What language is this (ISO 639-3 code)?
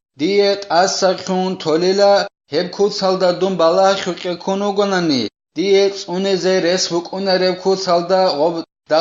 ava